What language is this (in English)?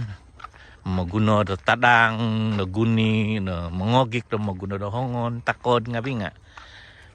Central Dusun